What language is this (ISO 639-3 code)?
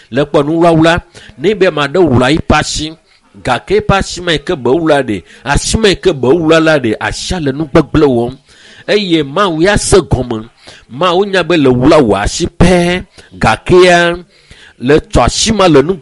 ewe